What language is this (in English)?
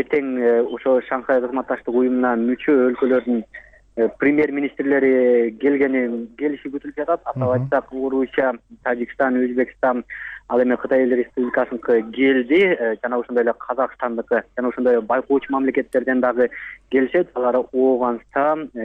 Kyrgyz